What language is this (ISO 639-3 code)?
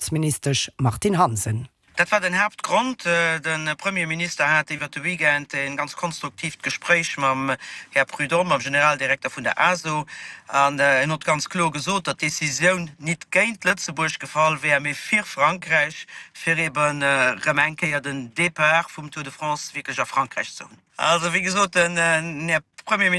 ltz